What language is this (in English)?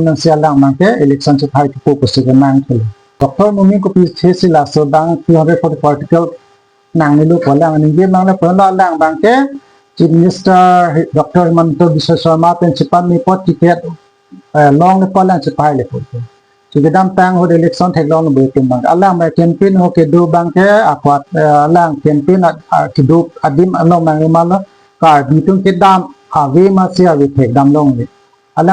Karbi